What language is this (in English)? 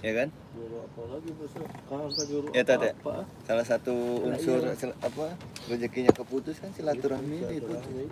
Betawi